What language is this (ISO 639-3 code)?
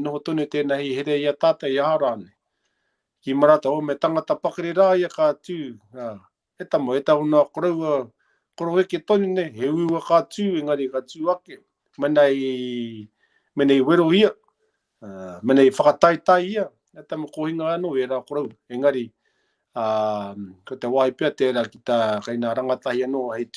mri